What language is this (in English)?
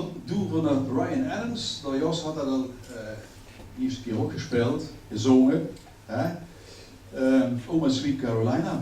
Limburgish